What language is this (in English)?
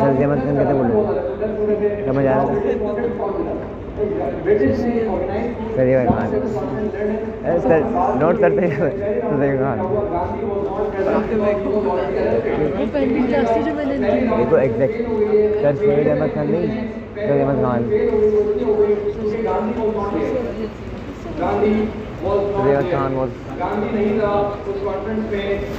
Hindi